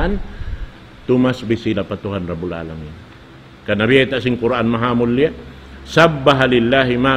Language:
Tausug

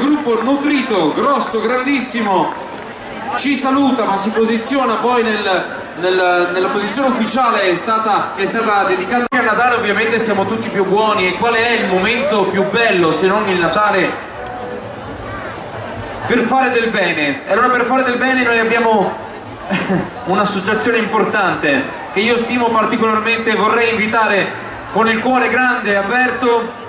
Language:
Italian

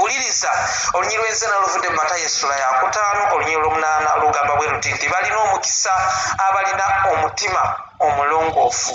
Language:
Ganda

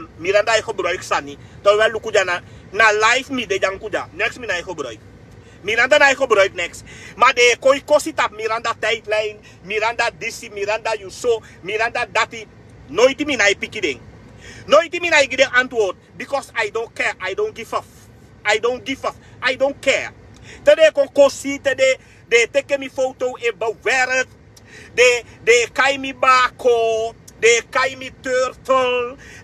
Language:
Sranan Tongo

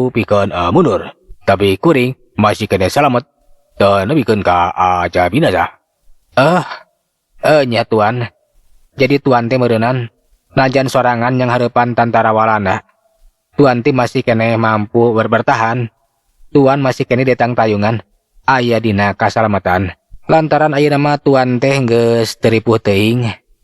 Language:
Sundanese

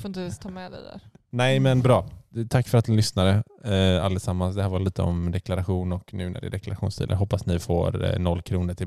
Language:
Swedish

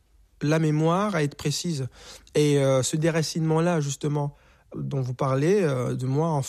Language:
French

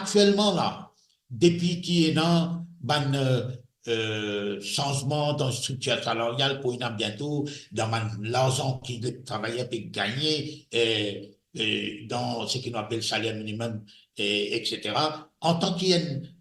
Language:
Morisyen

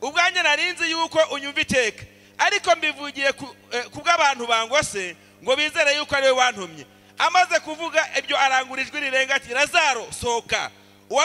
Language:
Kinyarwanda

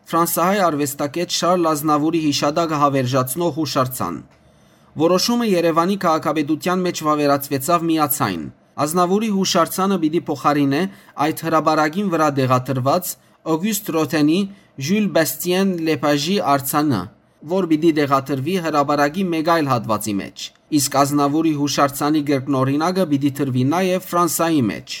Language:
Western Armenian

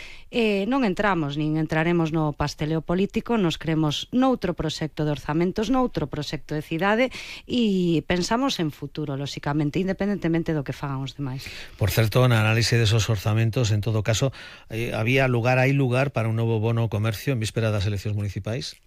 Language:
Galician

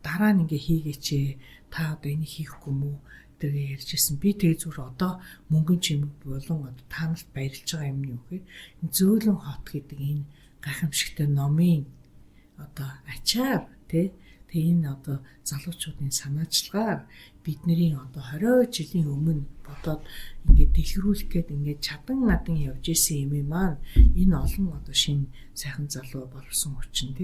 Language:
Mongolian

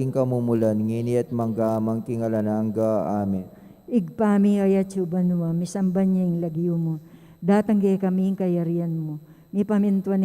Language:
Pampanga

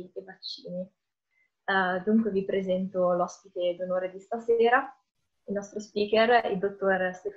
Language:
Italian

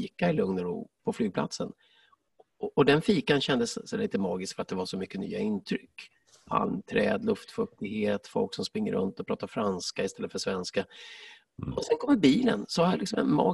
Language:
Swedish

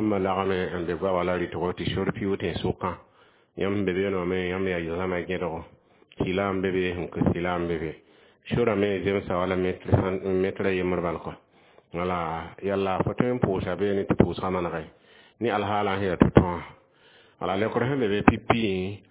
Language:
Mossi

